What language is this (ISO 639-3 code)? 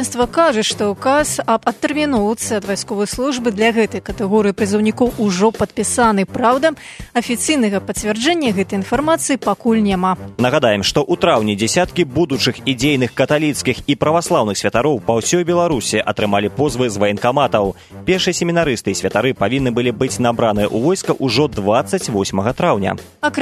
bel